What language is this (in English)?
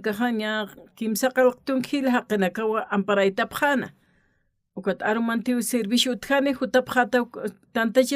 Aymara